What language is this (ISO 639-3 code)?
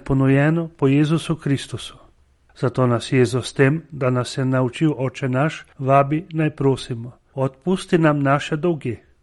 slv